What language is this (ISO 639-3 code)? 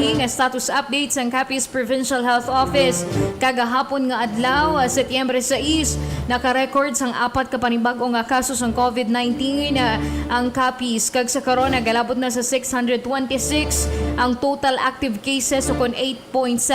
hil